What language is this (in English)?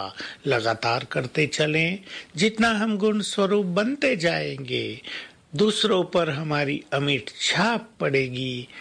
Hindi